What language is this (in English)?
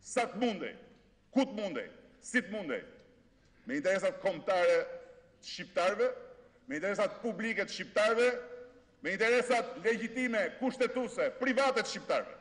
Albanian